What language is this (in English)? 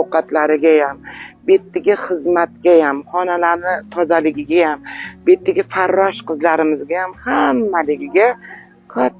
Uzbek